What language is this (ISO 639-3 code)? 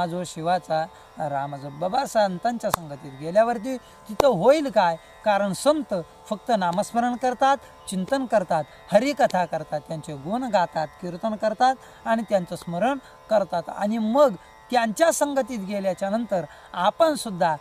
mar